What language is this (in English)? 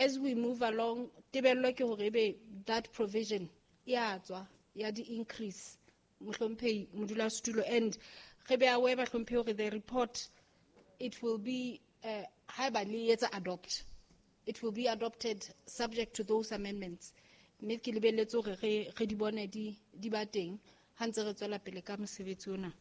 Southern Sotho